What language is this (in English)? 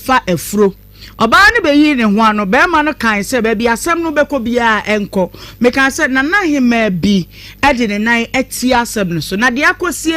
Akan